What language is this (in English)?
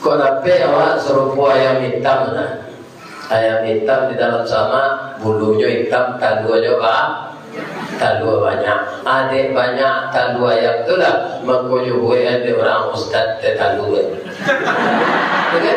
Minangkabau